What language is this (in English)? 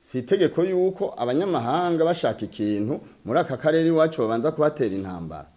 Rundi